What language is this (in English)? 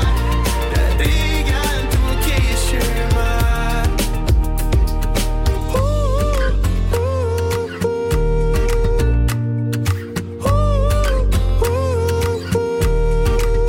Hungarian